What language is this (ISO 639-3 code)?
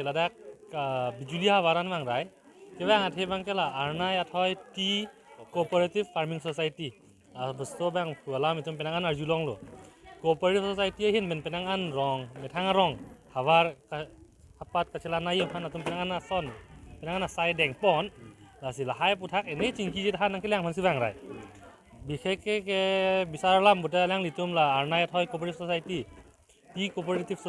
mjw